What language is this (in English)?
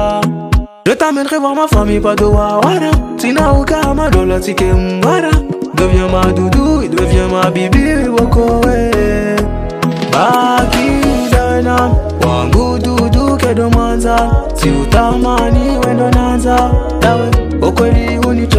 Swahili